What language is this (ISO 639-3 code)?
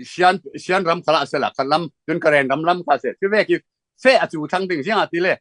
cfm